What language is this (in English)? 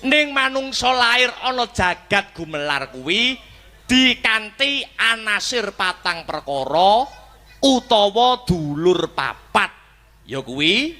Javanese